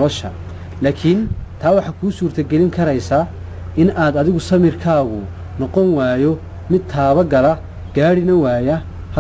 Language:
Somali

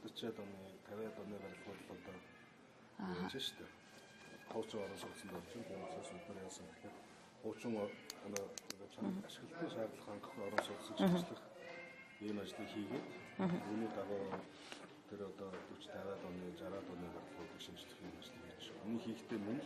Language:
Mongolian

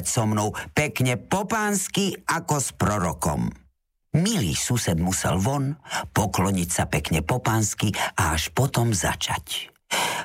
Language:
Slovak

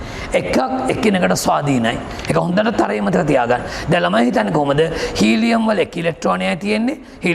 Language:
Sinhala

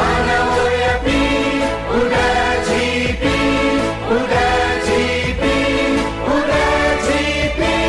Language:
Newari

